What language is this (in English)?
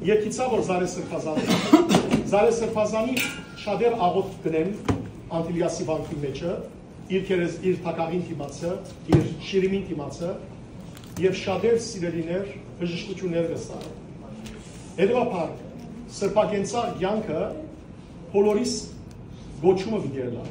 Western Armenian